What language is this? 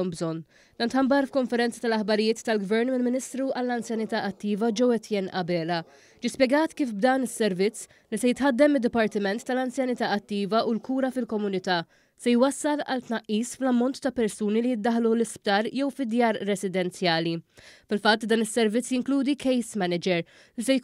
Maltese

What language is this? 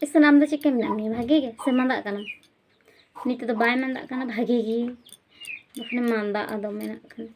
Santali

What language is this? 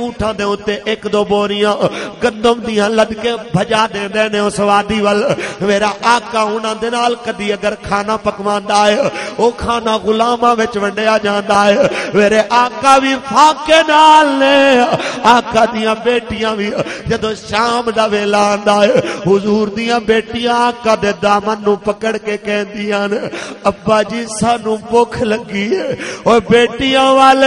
Western Panjabi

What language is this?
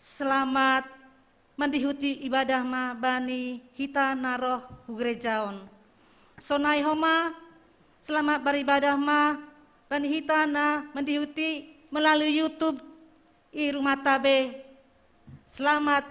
Batak Simalungun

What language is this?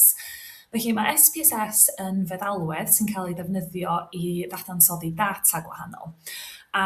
Welsh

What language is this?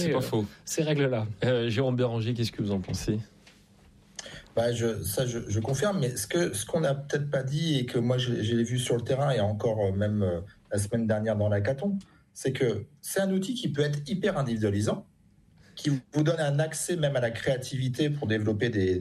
French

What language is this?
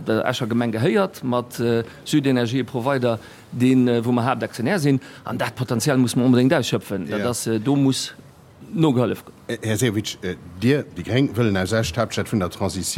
Luxembourgish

